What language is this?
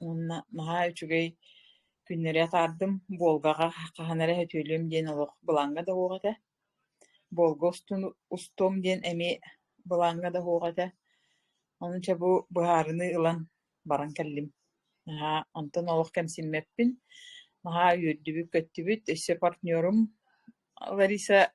Yakut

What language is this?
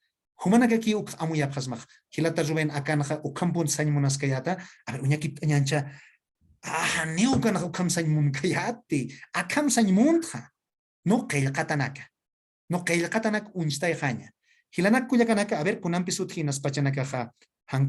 Aymara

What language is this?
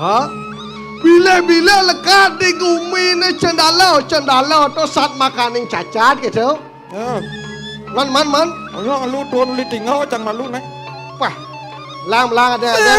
Balinese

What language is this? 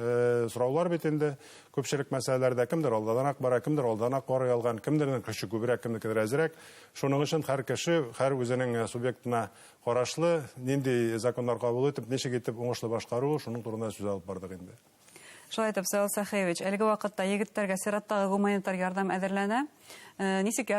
Bashkir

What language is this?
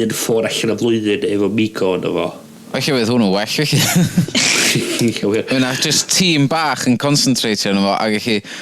Welsh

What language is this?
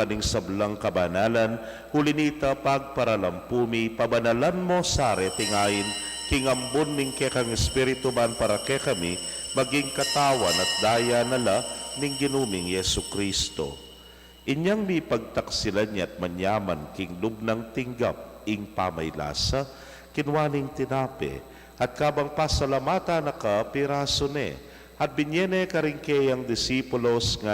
Pampanga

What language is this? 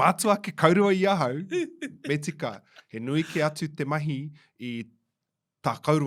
Māori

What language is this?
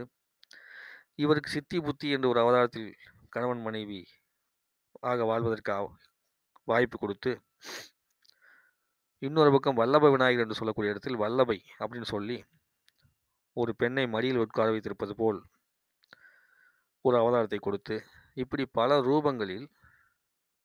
Tamil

